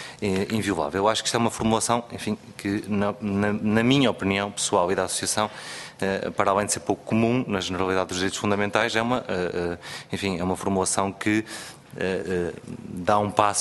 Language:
Portuguese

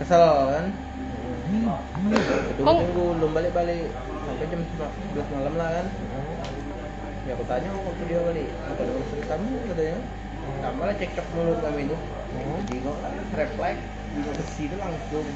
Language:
Musi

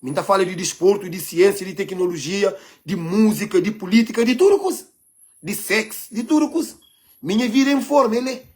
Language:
Kabuverdianu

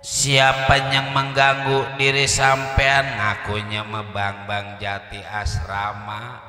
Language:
Betawi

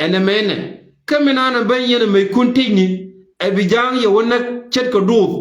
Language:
Nuer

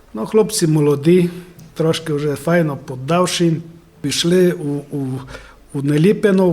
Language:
Rusyn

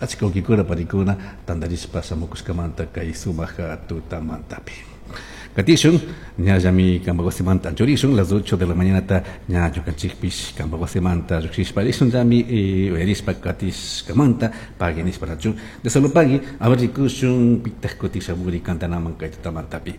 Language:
Chimborazo Highland Quichua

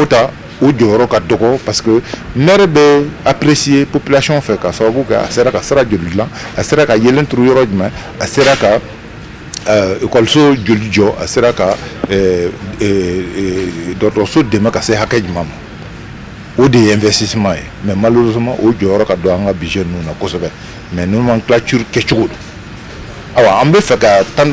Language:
Bambara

